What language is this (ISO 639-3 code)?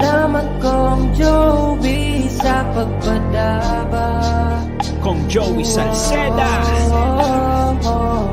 bik